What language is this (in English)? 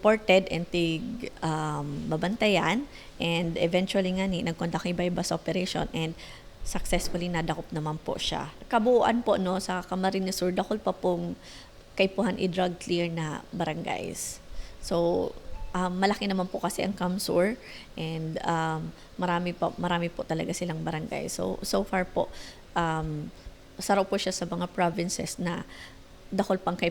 Bikol